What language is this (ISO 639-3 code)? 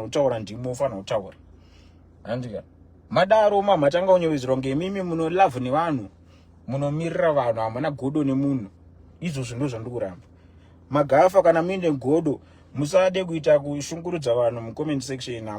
sna